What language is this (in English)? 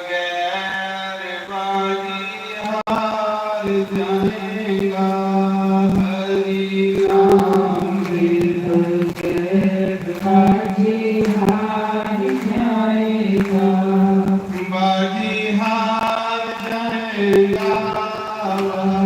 Dogri